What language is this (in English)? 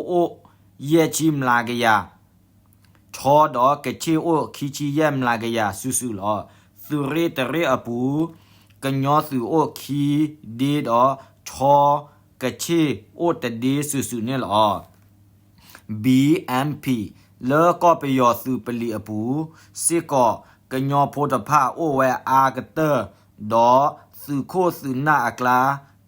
S'gaw Karen